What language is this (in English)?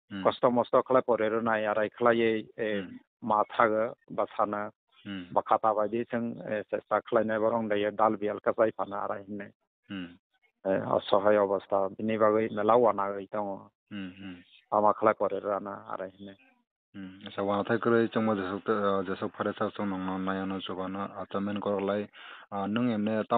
Kok Borok